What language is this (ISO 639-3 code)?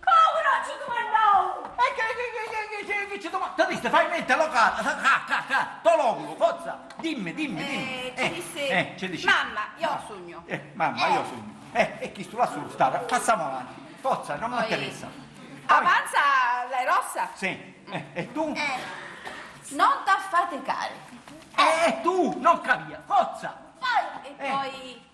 scn